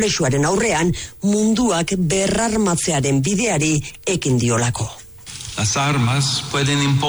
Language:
Basque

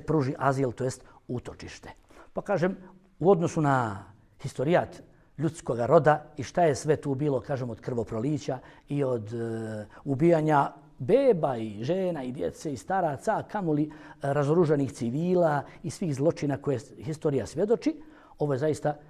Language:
Bosnian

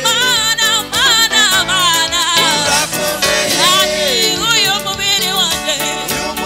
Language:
Kinyarwanda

